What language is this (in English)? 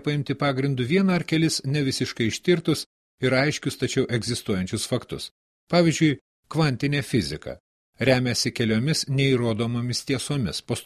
Lithuanian